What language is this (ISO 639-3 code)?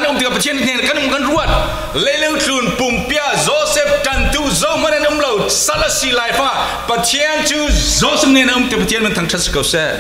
cfm